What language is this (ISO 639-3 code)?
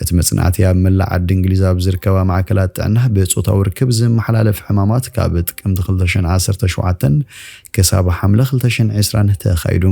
tir